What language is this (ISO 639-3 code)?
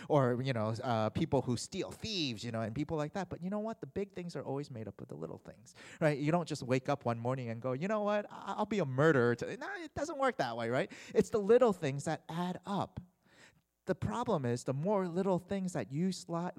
eng